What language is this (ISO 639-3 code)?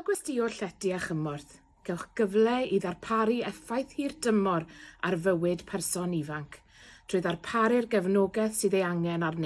cym